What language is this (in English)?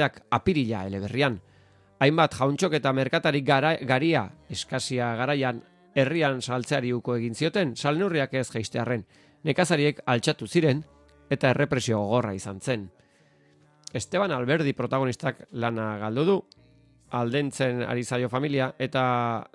Basque